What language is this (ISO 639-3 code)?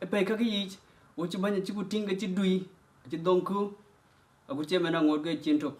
din